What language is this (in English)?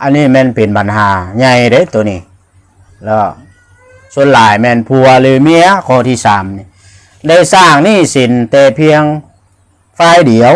Lao